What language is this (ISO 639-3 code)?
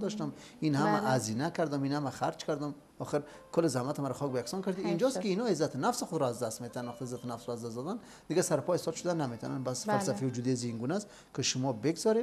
fas